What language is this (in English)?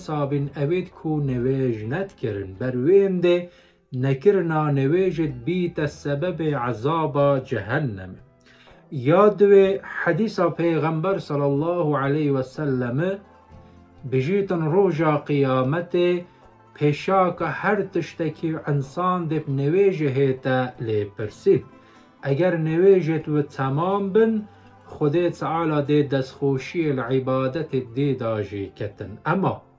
Kurdish